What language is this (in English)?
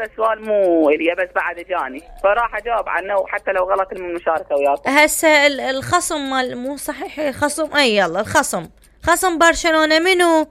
Mesopotamian Arabic